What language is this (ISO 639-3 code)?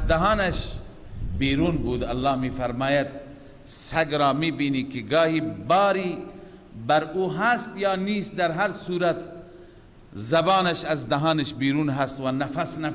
fas